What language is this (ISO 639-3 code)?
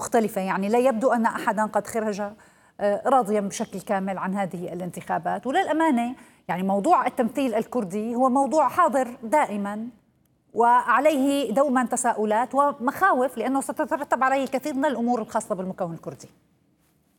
ara